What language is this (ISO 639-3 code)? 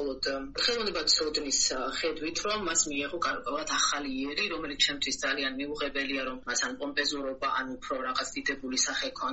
kat